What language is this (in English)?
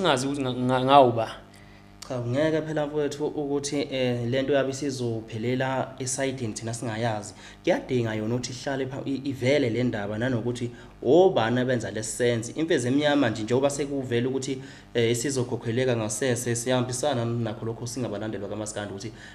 Zulu